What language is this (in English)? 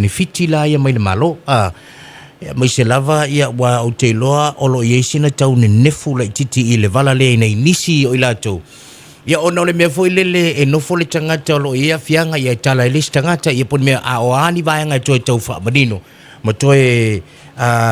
Samoan